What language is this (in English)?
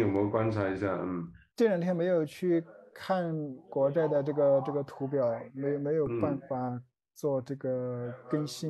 Chinese